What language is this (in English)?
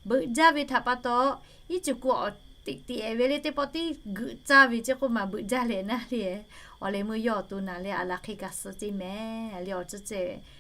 Lahu